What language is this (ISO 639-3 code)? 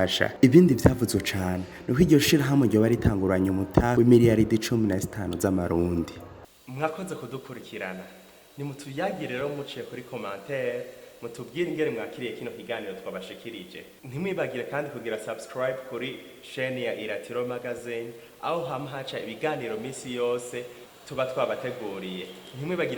run